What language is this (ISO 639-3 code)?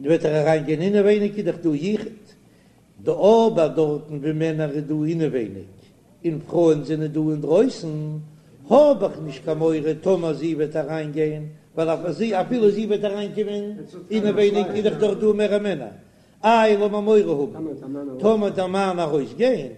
yid